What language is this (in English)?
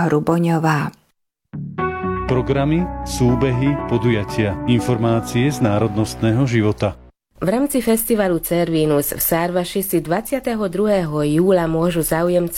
Slovak